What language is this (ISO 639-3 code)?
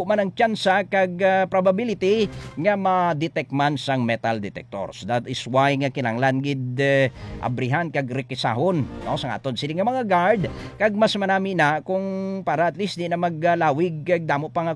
hil